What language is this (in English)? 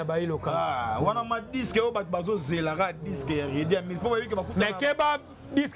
Lingala